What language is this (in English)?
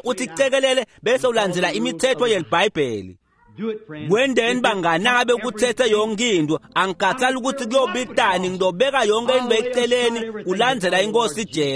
Swati